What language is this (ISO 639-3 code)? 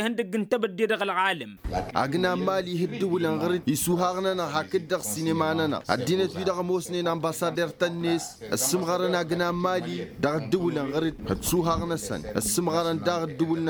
taq